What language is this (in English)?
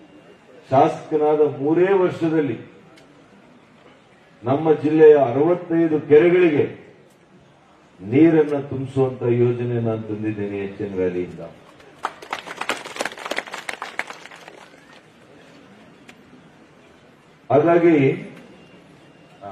Kannada